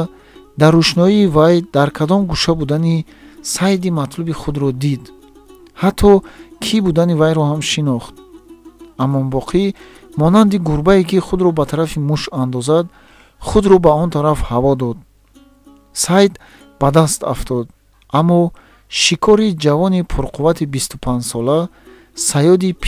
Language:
Tajik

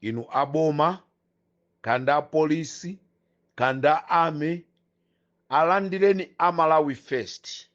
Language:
Nyanja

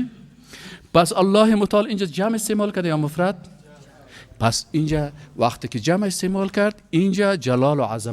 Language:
Persian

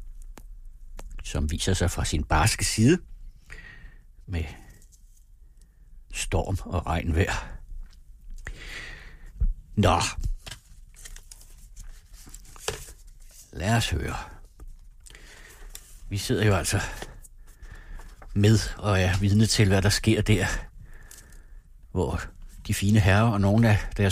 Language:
Danish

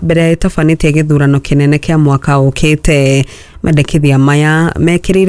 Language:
Kikuyu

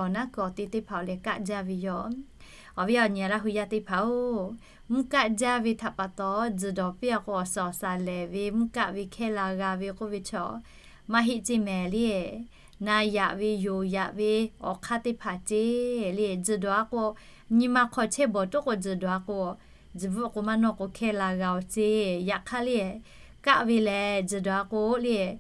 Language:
Lahu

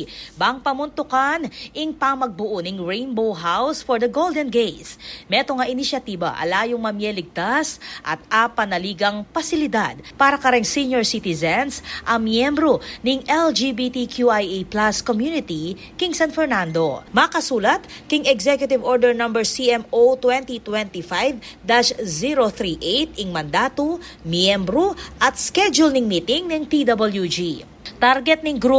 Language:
Pampanga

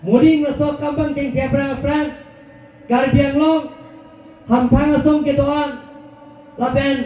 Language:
Karbi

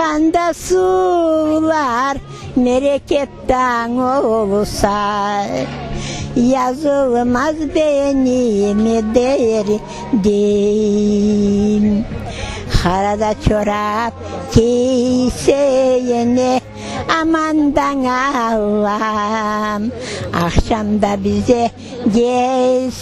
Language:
Crimean Tatar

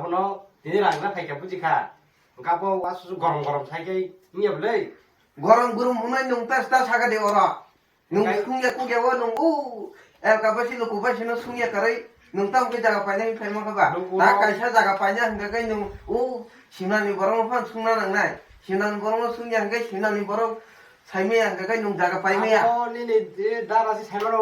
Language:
Kok Borok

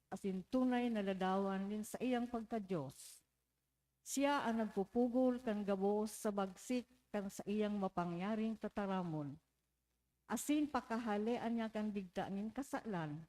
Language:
Bikol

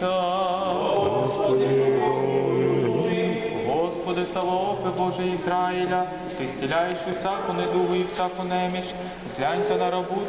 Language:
Ukrainian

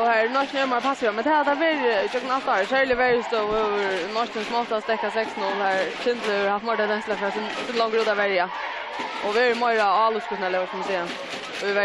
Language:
Faroese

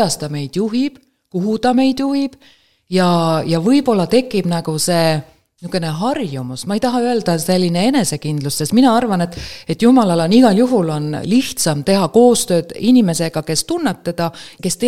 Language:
Estonian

